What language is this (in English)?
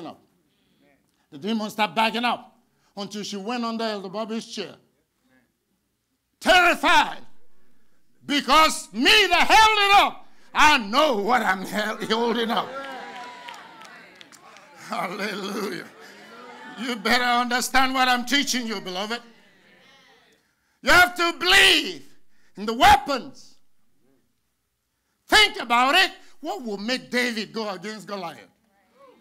English